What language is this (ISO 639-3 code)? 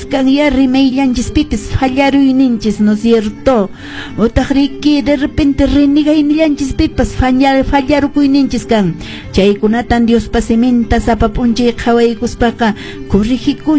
que